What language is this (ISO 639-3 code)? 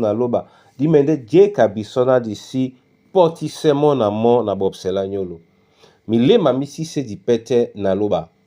dua